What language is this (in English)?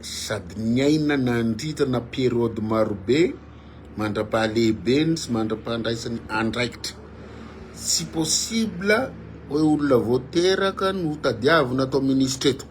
Malagasy